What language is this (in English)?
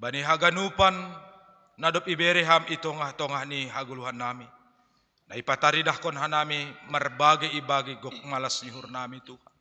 Batak Simalungun